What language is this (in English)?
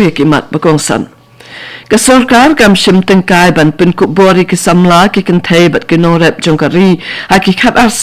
Khasi